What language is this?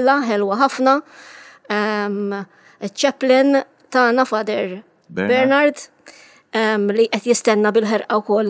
Maltese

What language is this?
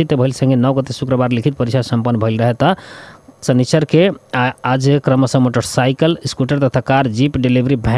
Bhojpuri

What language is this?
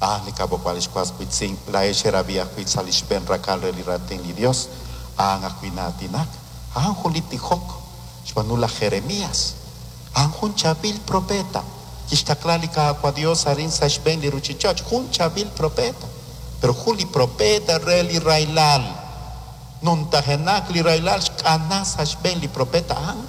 Kekchí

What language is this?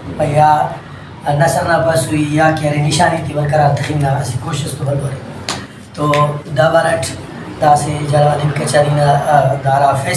Brahui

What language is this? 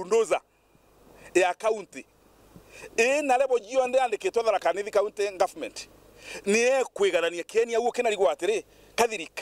Meru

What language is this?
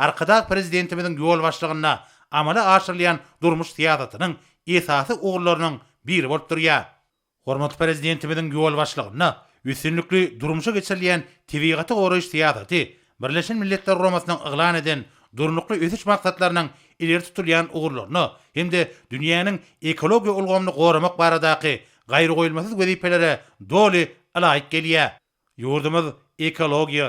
Turkmen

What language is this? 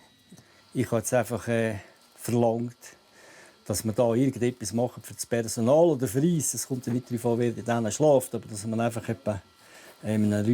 Swiss German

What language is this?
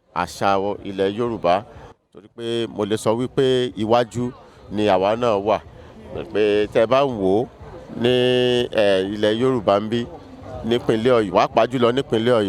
Yoruba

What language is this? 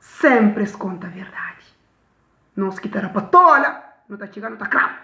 Kabuverdianu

